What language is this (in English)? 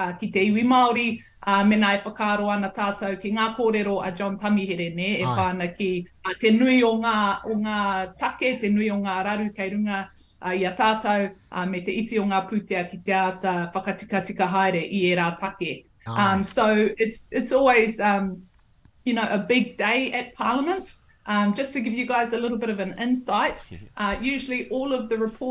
Māori